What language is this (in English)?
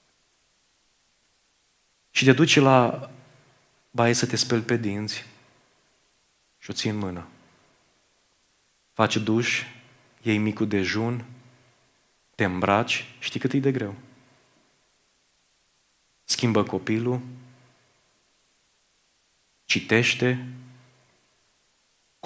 Romanian